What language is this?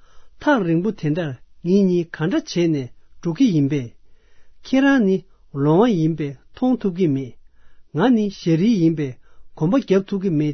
Tibetan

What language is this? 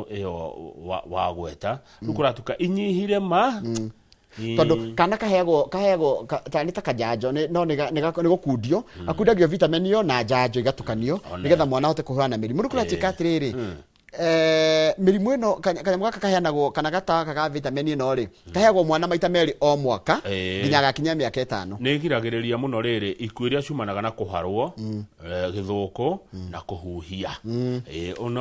Kikuyu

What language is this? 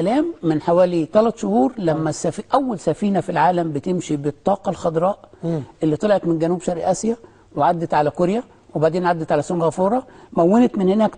Egyptian Arabic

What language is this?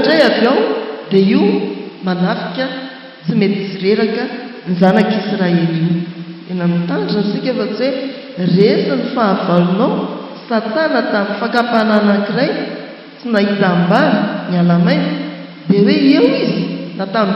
Malagasy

